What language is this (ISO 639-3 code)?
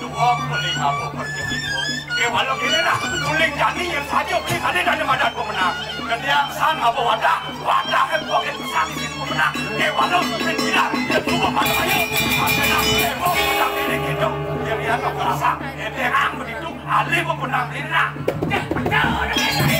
ban